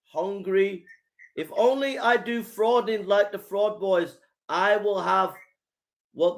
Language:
Nyanja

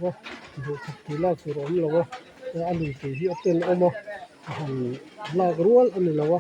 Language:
Mizo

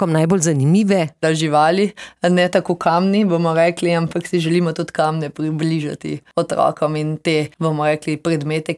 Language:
Slovenian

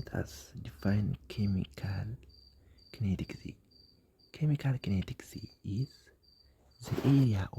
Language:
Oromo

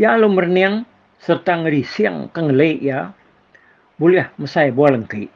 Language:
Iban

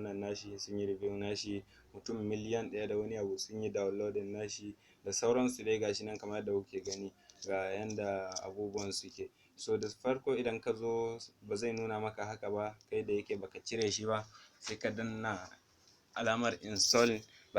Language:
Hausa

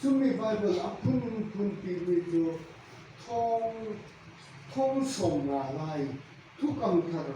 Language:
Falam Chin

